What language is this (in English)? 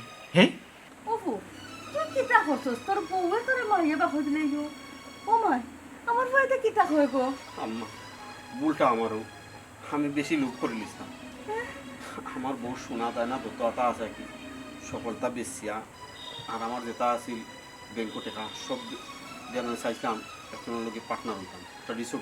Sylheti